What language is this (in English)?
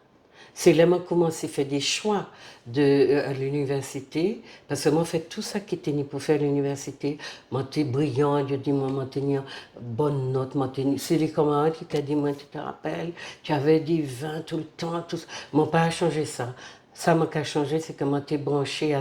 Guadeloupean Creole French